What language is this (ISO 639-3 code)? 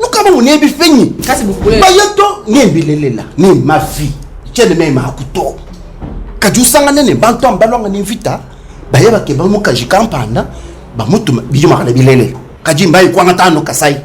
lua